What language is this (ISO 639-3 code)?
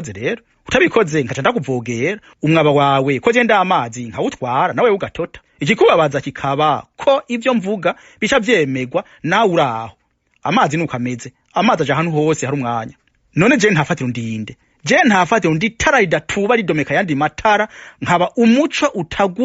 run